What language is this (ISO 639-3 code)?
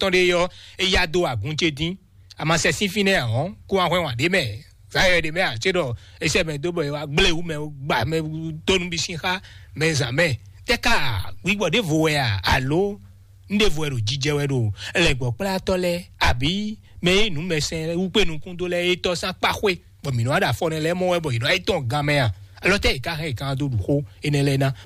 fon